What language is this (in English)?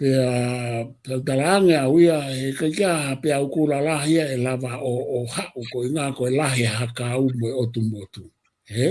Tongan